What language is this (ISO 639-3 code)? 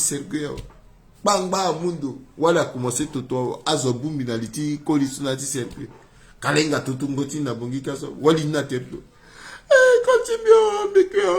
sag